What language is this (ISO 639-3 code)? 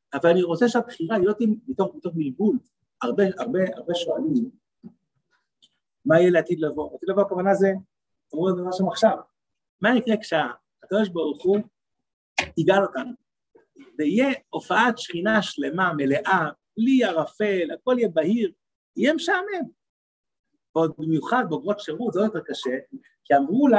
heb